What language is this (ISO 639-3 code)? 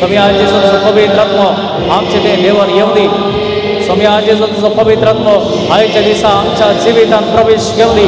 kok